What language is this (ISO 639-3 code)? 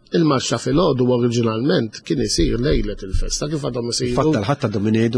mlt